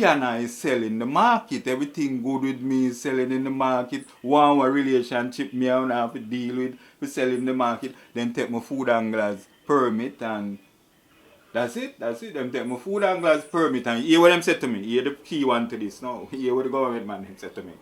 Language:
Jamaican Creole English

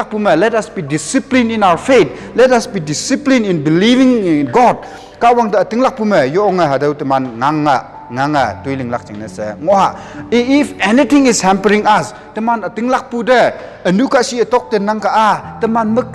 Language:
Konyak Naga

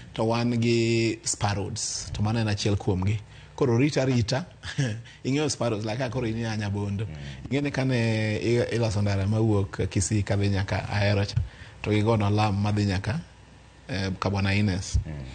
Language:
Luo (Kenya and Tanzania)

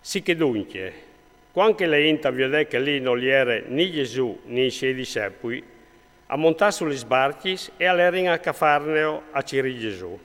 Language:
Friulian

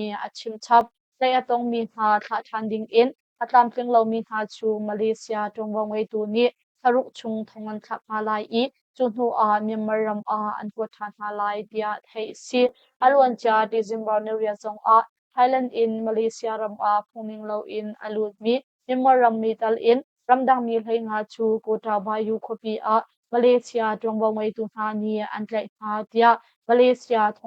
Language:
Hakha Chin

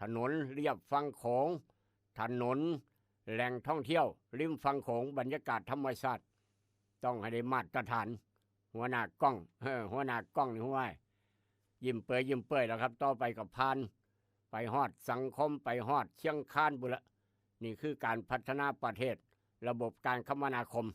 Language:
Lao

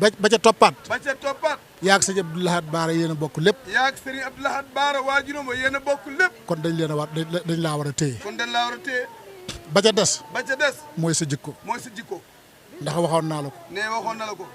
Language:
Wolof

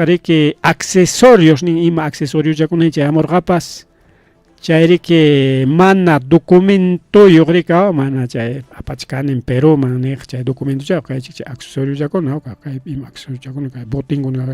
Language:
Ayacucho Quechua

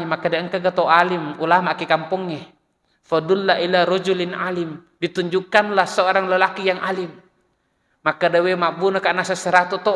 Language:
Buginese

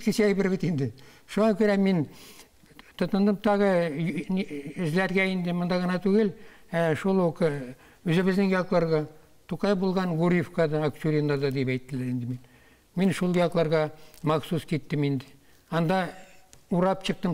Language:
Tatar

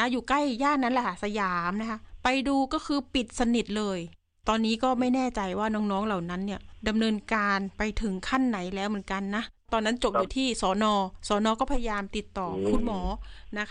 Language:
Thai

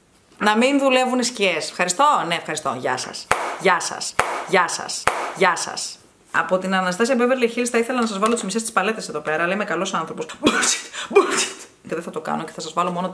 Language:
Greek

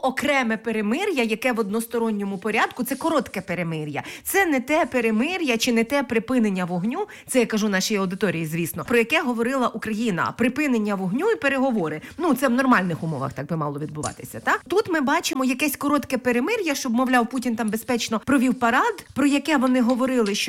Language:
Ukrainian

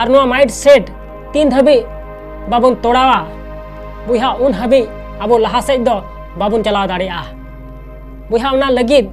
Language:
Santali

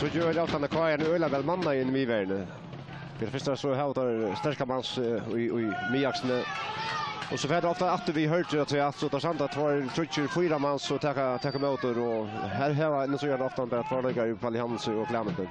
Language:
Faroese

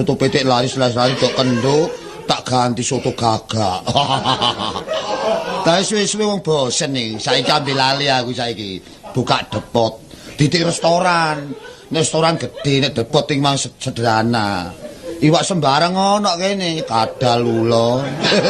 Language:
Javanese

